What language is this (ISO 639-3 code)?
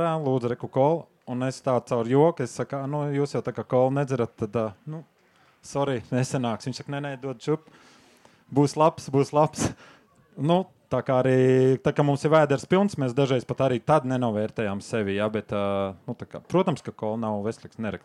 lav